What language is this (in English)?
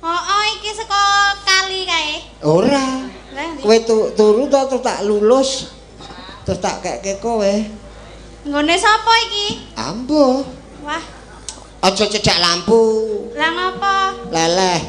Javanese